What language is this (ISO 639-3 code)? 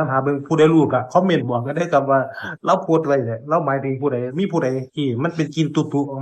tts